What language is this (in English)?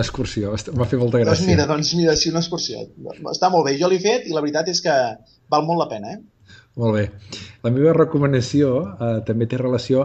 Catalan